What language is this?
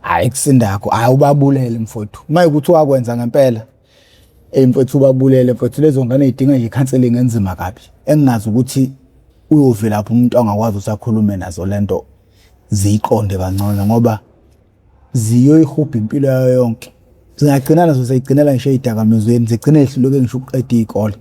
Zulu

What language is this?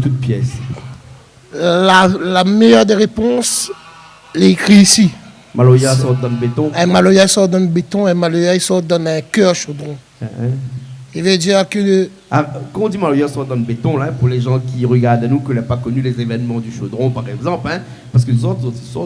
Réunion Creole French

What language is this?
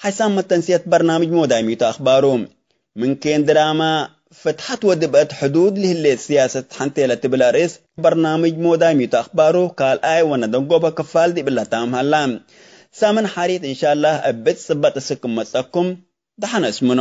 Tigre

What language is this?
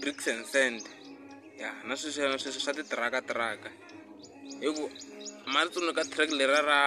Tsonga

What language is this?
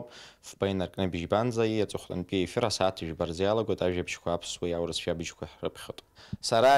Abkhazian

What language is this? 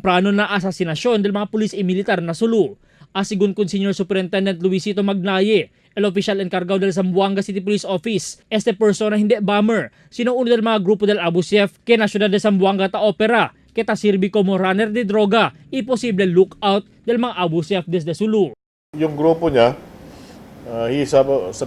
Chavacano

